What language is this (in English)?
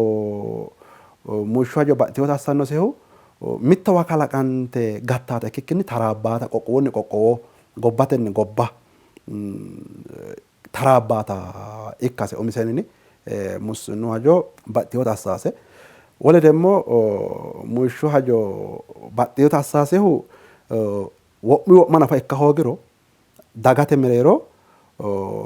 Sidamo